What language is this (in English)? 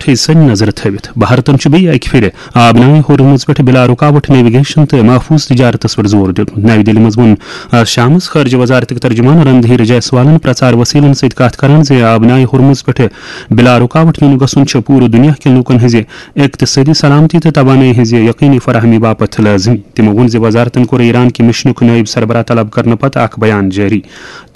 Kashmiri